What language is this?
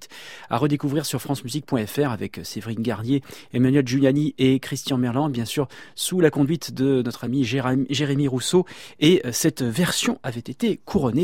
French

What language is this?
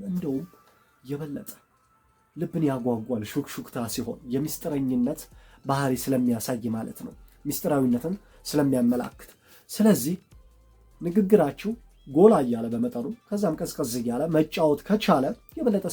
Amharic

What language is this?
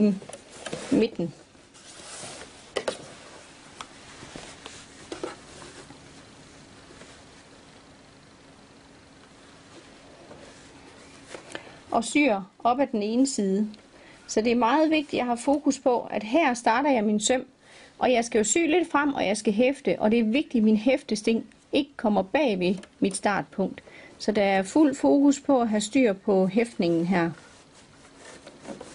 Danish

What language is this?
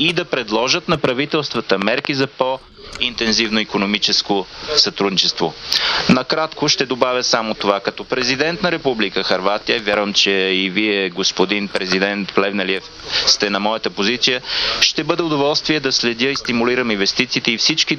Bulgarian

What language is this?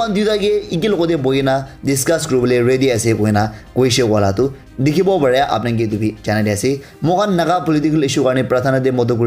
Naga Pidgin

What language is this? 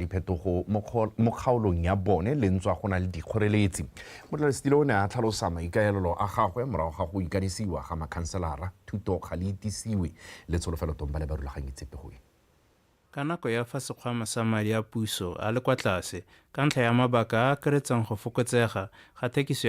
Tswana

